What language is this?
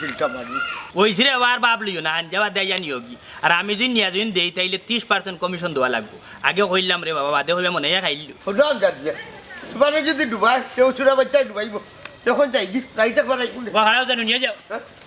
Sylheti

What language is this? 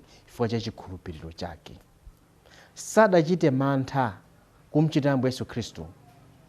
Nyanja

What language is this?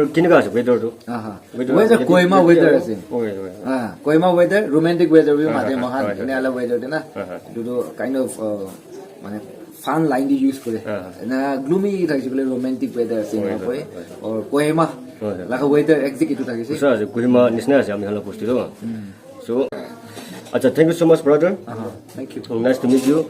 Naga Pidgin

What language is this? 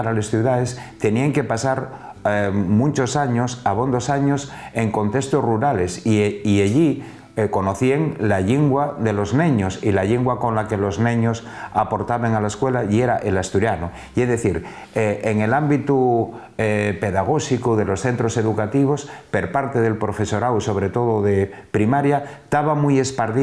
Asturian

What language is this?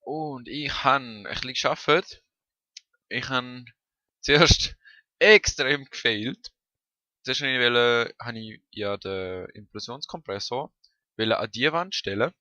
Swiss German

